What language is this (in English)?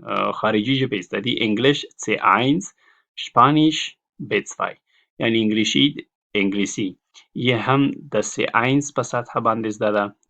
Pashto